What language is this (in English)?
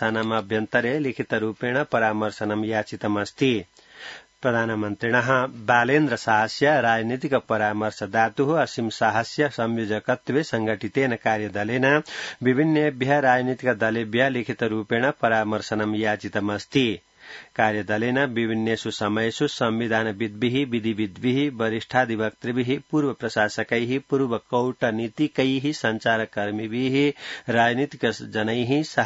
Sanskrit